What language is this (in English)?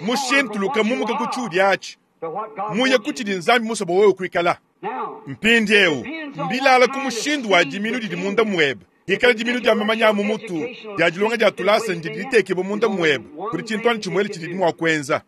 Luba-Lulua